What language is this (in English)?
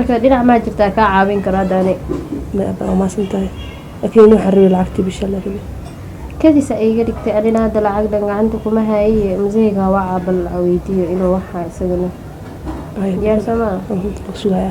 Somali